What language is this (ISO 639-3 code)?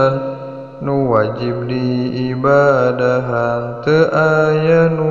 sun